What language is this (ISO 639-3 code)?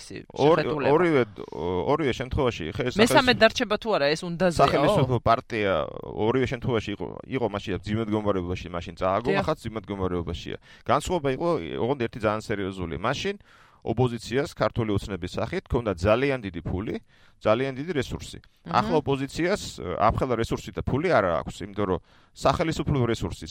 kat